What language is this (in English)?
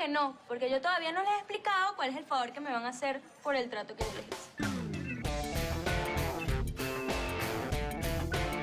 Spanish